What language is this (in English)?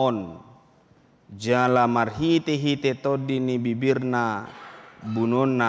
Batak Toba